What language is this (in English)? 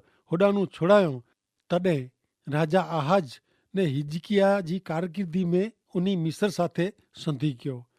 Kachhi